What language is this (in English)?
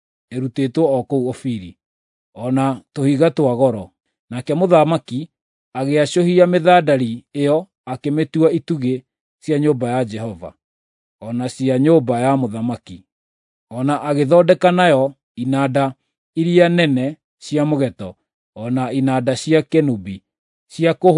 Kikuyu